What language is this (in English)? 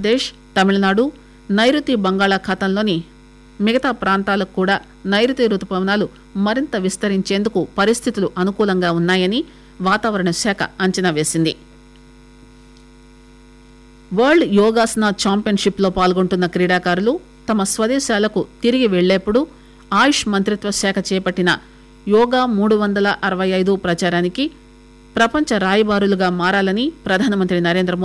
Telugu